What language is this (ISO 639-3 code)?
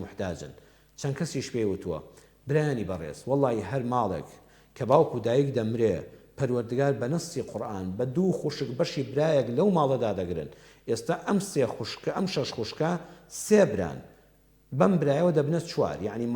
ckb